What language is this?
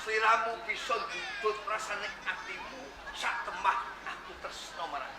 Javanese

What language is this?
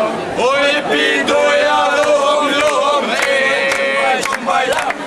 Rusyn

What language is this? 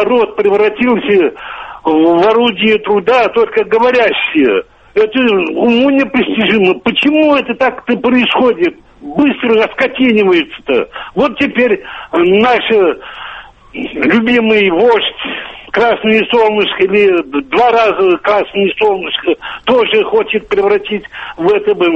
Russian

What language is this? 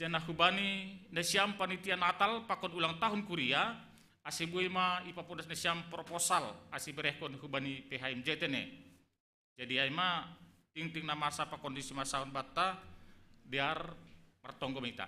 Batak Simalungun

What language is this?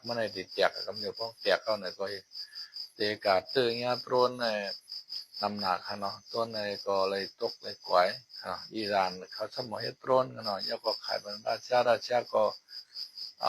Shan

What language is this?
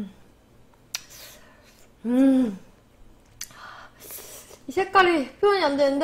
Korean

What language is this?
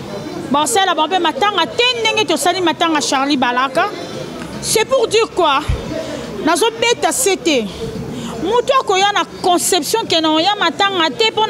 Lingala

